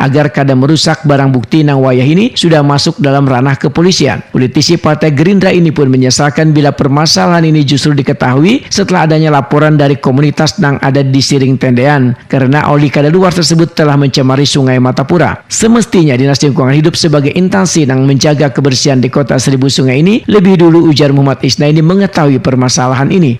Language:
Banjar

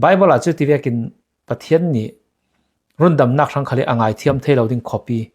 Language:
Falam Chin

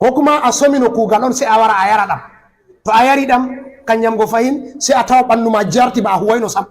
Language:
Fula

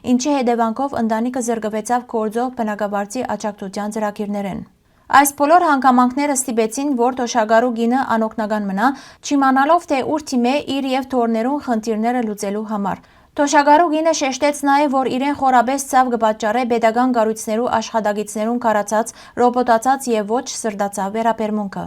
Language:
Western Armenian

